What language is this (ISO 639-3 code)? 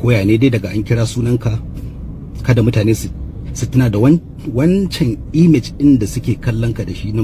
hau